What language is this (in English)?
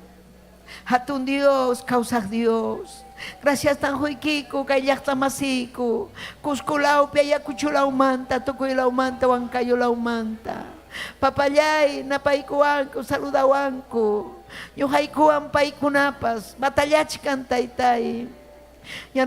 Ayacucho Quechua